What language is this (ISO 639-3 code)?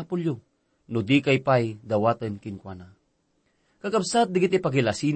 ilo